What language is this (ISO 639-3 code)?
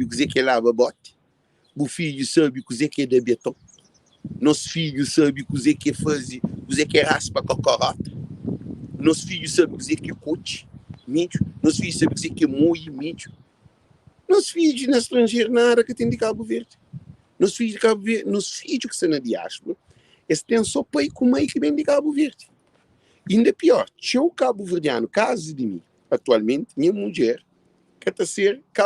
kea